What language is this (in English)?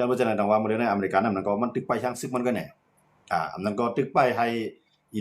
Shan